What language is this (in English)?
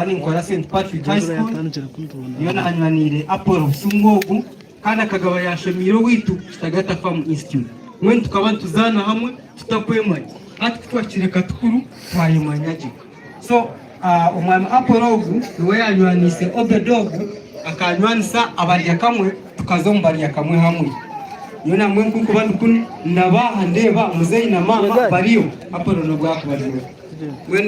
Nyankole